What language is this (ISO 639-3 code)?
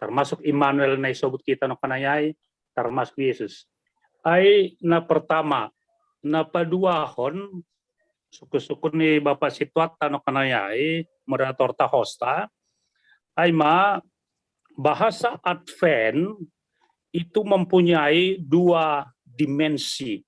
bts